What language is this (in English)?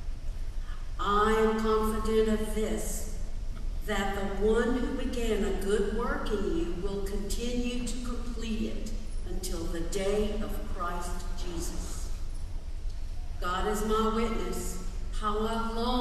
English